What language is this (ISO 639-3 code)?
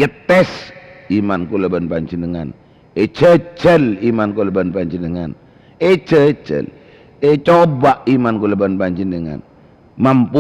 mad